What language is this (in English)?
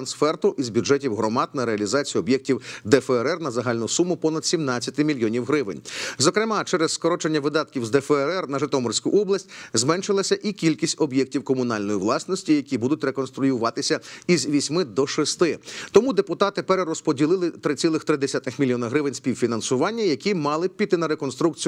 Ukrainian